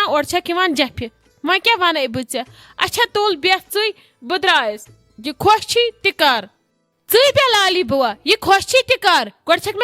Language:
Kashmiri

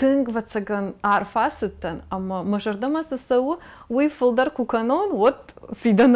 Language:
Ossetic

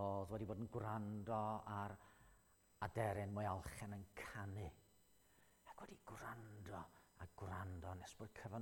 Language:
Welsh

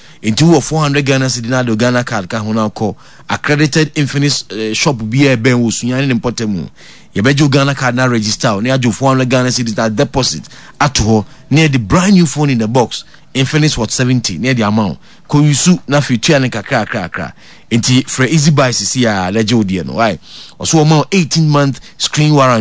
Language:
Akan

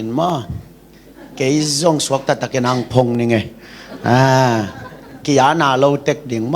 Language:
Tedim Chin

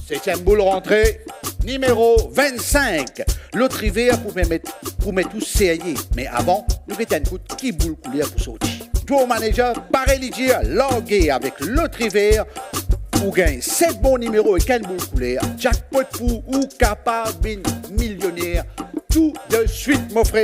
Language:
Morisyen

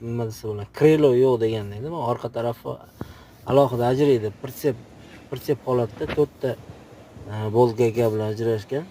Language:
Uzbek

